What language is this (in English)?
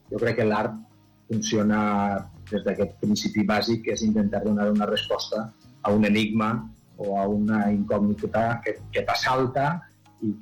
Catalan